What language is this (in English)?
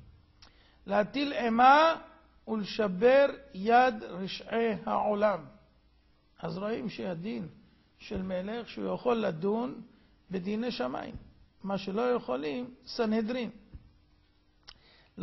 Hebrew